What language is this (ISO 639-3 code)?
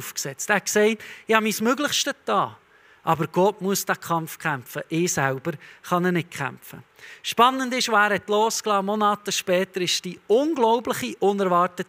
gsw